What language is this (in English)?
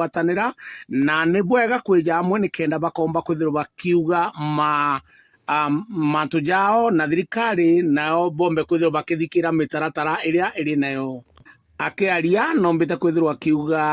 Meru